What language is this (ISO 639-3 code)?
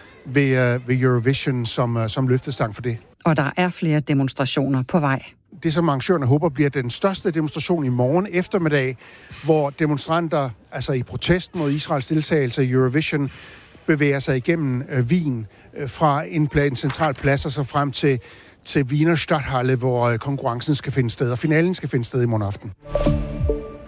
dan